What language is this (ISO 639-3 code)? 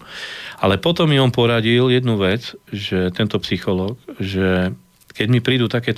slk